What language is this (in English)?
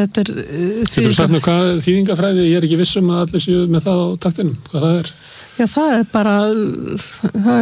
Icelandic